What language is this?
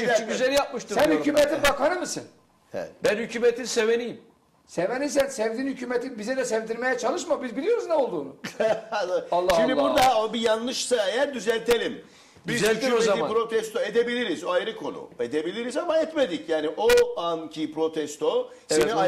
Turkish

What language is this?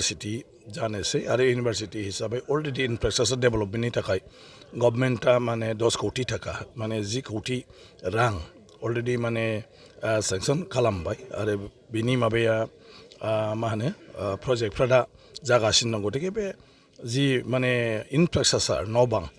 Bodo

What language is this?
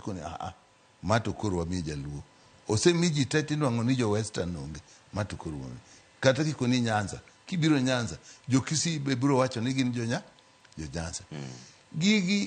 Luo (Kenya and Tanzania)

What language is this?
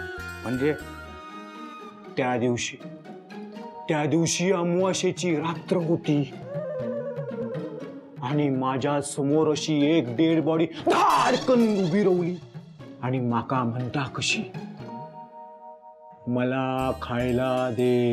Marathi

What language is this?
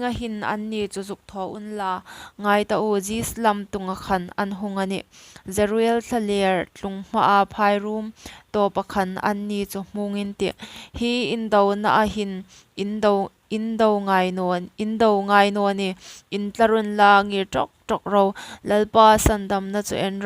Hmar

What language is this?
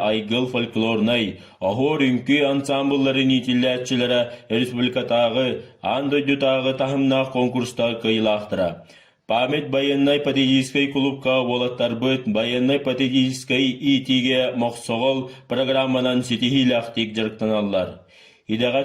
Yakut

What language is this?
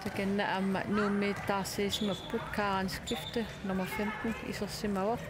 Kalaallisut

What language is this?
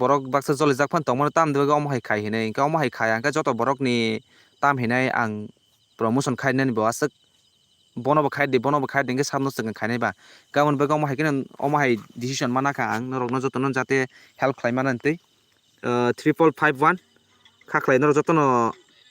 Kok Borok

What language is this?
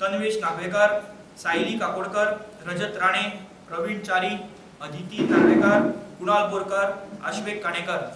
Konkani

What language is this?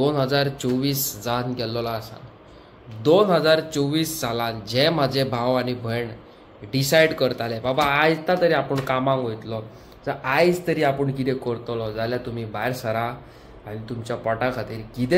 Konkani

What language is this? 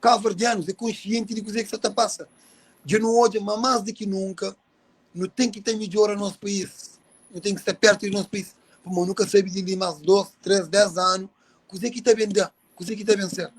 Kabuverdianu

